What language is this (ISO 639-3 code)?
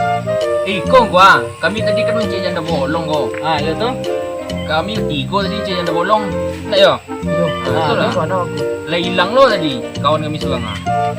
min